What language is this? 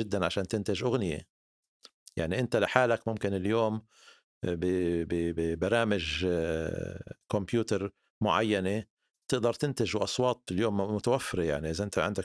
North Levantine Arabic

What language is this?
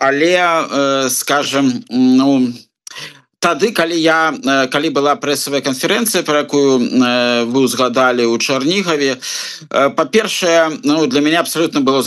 Belarusian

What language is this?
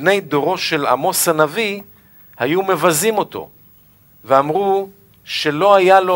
Hebrew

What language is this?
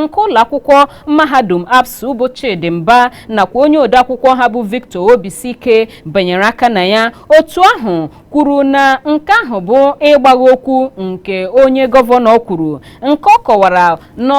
Igbo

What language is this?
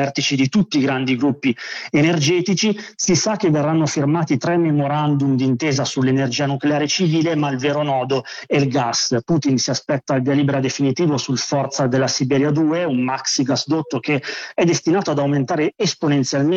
Italian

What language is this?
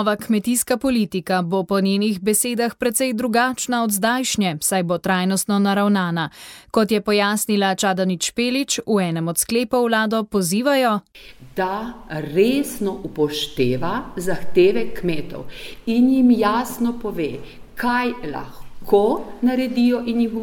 Slovenian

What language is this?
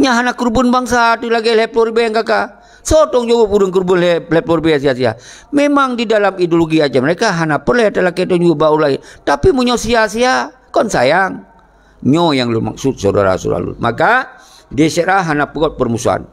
Achinese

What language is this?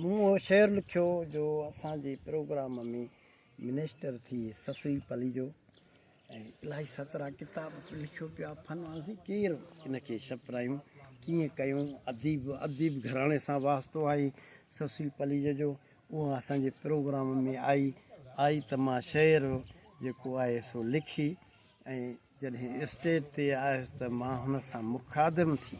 Sindhi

